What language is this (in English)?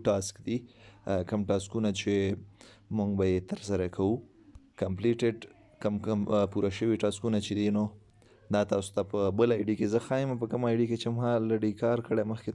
Pashto